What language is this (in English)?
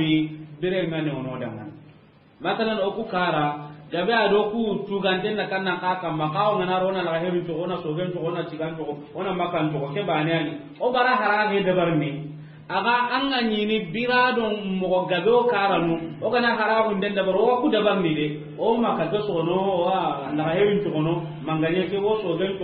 Soninke